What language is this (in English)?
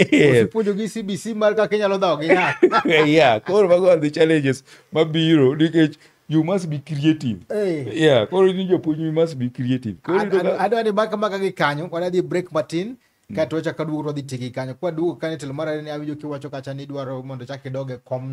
Luo (Kenya and Tanzania)